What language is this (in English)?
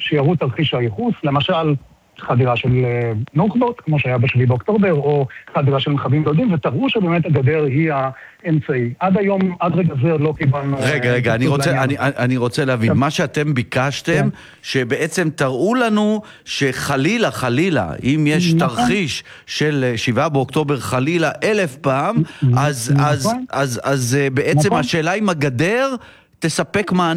Hebrew